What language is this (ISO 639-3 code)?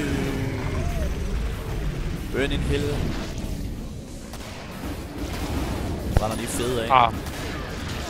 dan